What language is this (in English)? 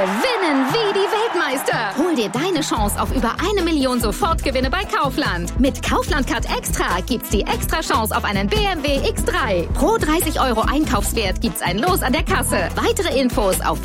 German